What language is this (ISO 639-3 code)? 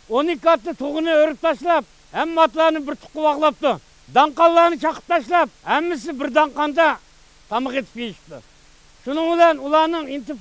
uig